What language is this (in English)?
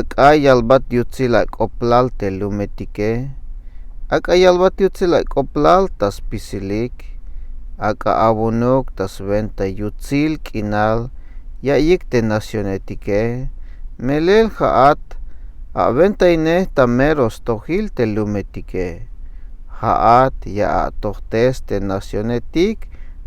Tzeltal